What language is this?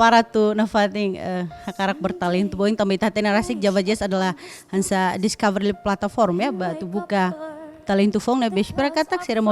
Tetum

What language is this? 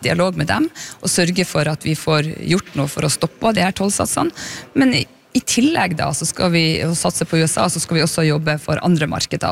Norwegian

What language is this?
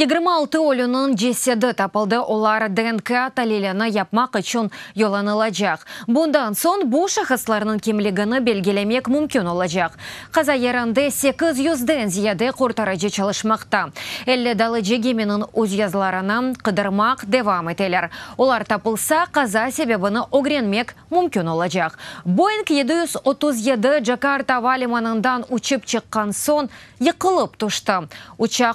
Crimean Tatar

